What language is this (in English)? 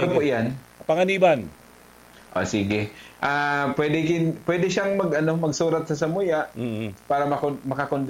Bikol